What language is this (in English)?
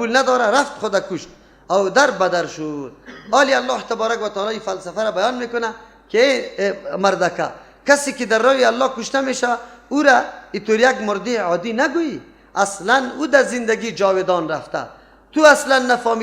Persian